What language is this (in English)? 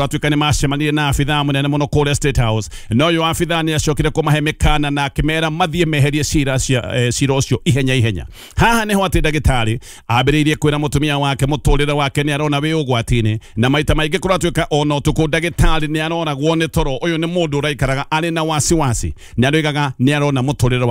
Kikuyu